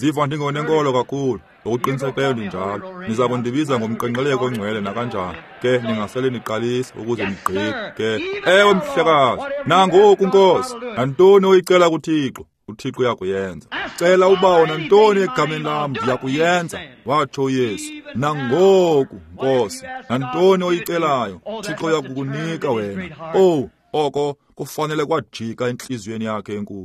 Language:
Xhosa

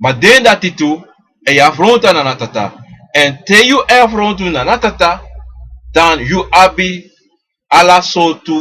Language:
Sranan Tongo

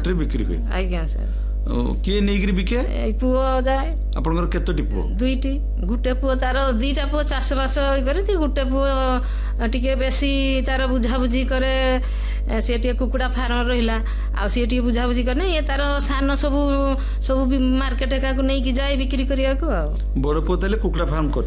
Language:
Odia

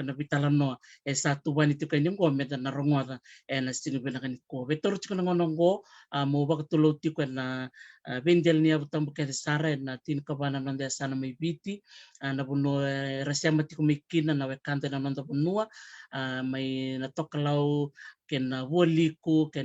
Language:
Fijian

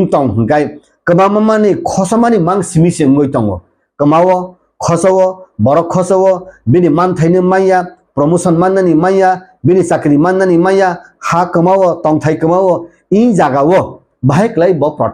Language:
Kok Borok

